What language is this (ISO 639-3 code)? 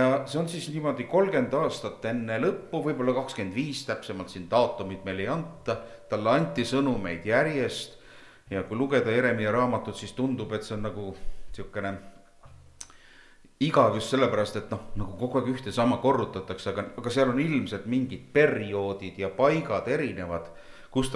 est